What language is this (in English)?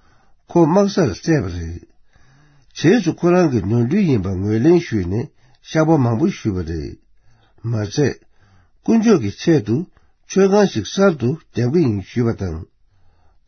Tibetan